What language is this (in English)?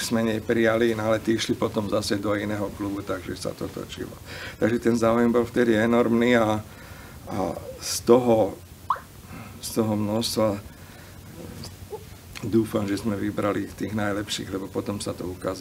Slovak